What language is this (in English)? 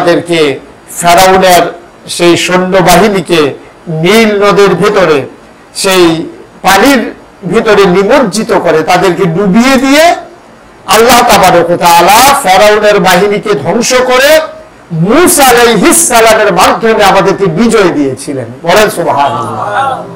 Bangla